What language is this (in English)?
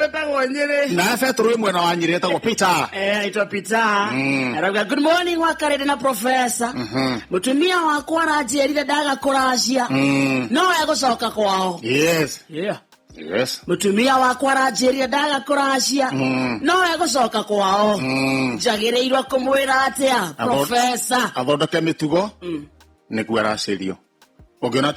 Kikuyu